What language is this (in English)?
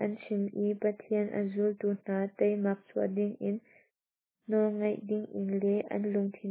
Hakha Chin